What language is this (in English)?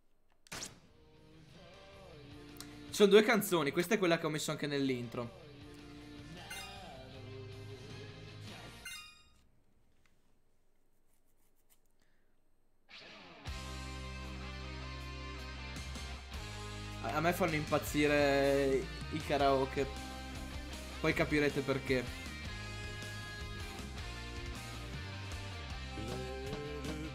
Italian